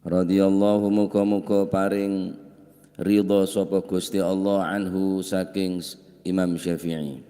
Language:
Madurese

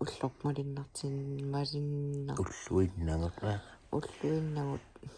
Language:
Kalaallisut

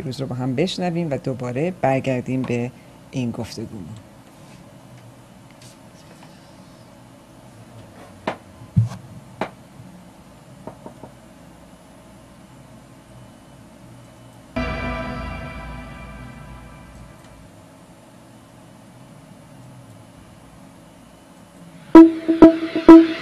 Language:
Persian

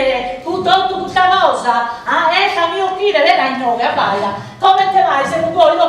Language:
Sardinian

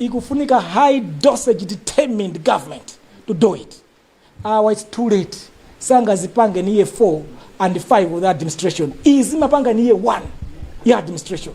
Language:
Nyanja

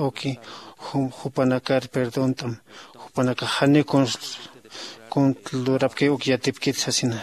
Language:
Aymara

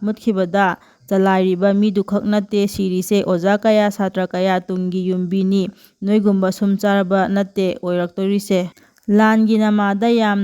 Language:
Manipuri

